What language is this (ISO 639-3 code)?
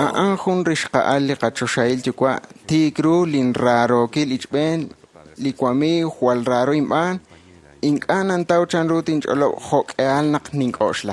kek